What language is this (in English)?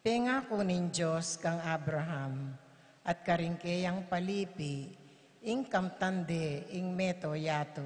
Pampanga